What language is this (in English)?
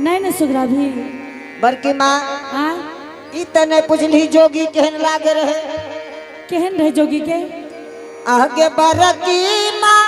Angika